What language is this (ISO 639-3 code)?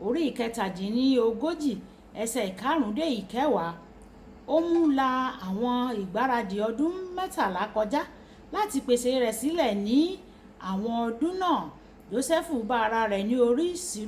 yor